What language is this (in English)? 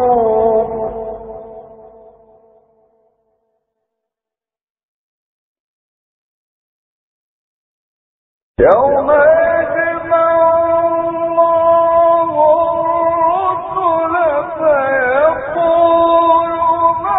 Arabic